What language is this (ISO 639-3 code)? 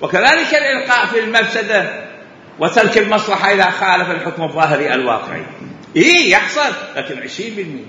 acm